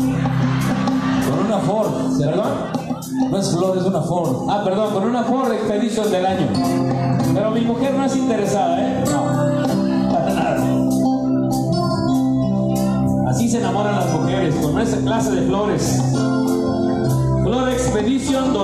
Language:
Spanish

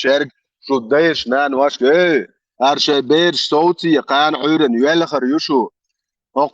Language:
Chechen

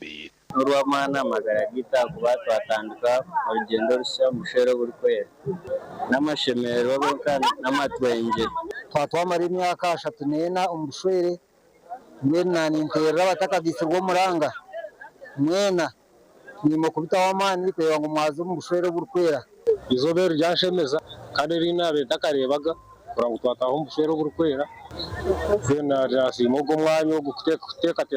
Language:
Nyankole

